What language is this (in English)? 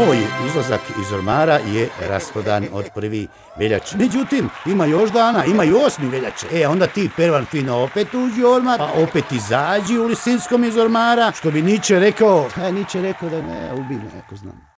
Croatian